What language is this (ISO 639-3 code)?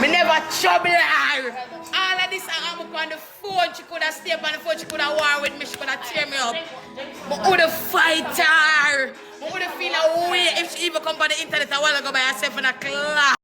jam